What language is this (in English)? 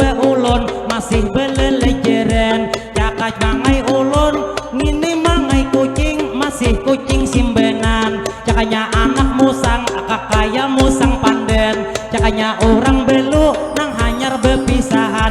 Banjar